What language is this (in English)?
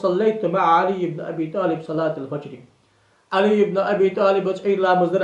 Ingush